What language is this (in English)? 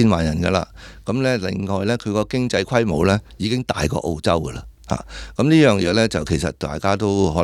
Cantonese